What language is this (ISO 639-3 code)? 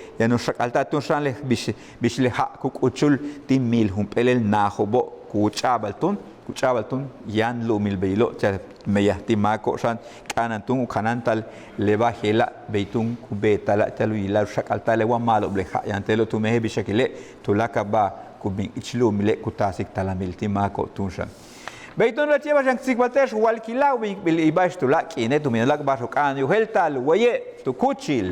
yua